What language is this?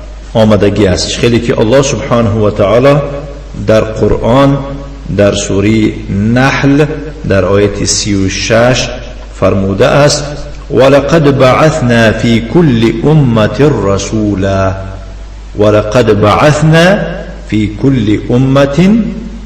Tajik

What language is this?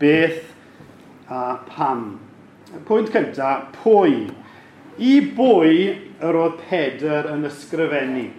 Welsh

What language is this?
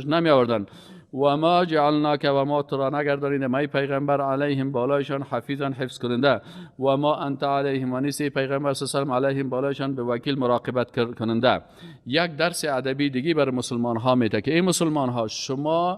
Persian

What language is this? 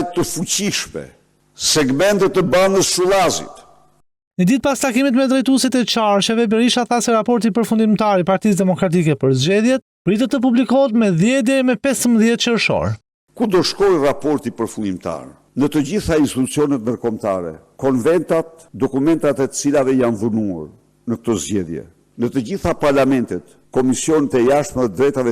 Albanian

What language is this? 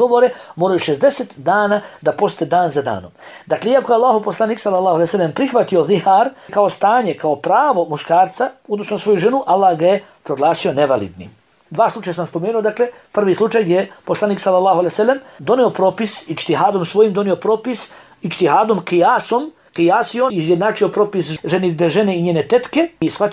Bosnian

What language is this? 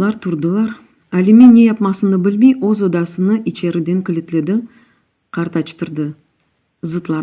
Crimean Tatar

